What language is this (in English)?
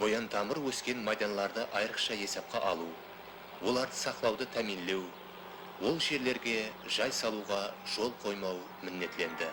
Kara-Kalpak